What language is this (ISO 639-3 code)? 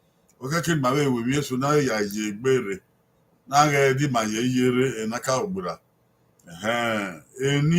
bin